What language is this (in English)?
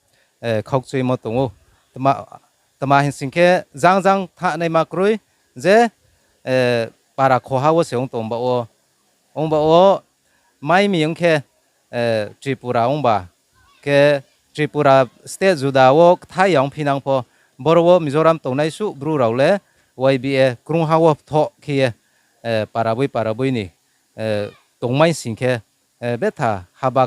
Riang (India)